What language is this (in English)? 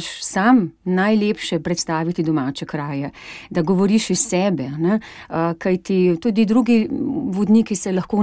Slovenian